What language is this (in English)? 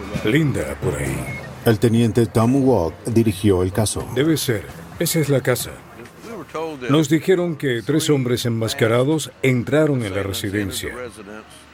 Spanish